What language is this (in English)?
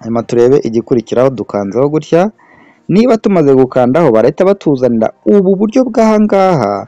Kinyarwanda